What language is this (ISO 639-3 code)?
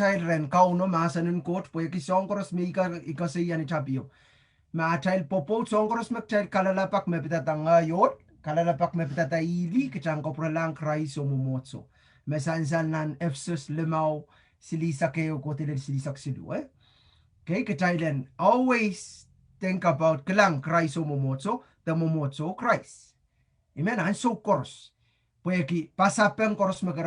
pon